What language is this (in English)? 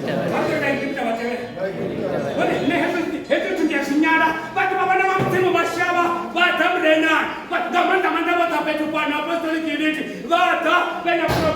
Venda